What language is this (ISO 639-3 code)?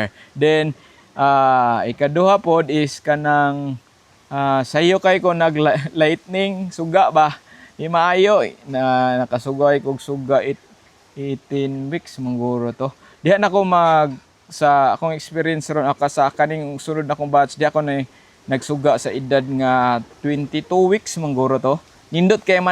ceb